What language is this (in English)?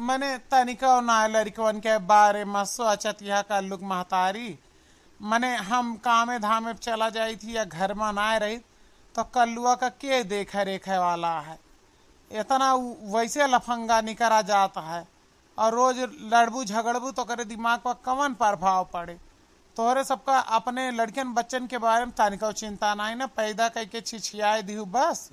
Awadhi